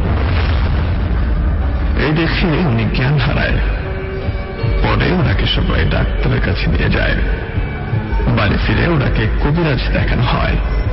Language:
Bangla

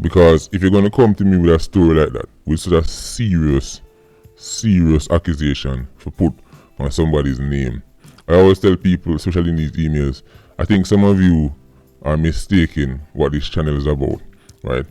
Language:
Jamaican Creole English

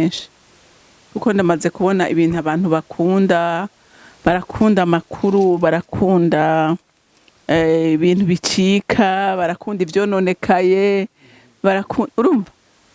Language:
Rundi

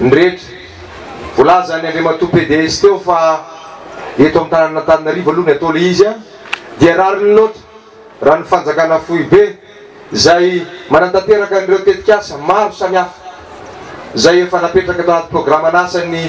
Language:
Malagasy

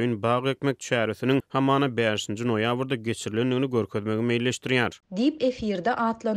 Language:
Turkmen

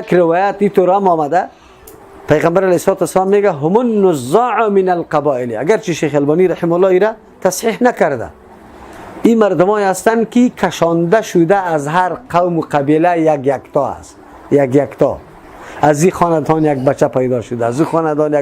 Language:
Persian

